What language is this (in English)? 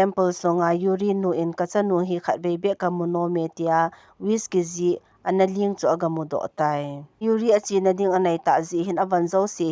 Thado Chin